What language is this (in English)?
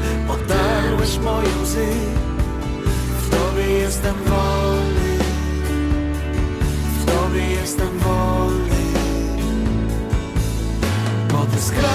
Polish